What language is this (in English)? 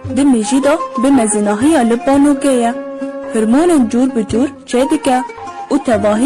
Kurdish